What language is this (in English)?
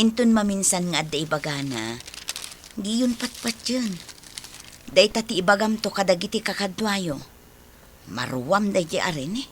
Iloko